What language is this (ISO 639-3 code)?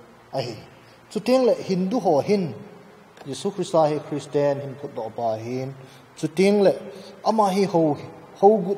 tcz